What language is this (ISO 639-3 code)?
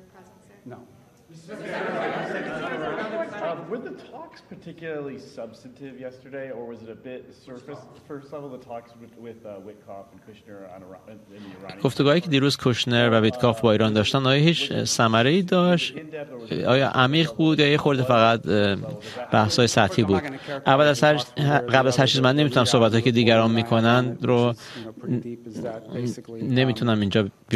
fas